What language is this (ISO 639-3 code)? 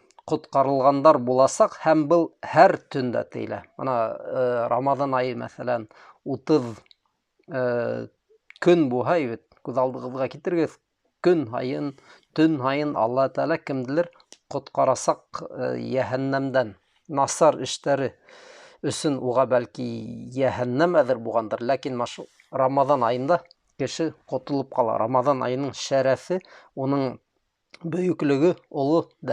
bak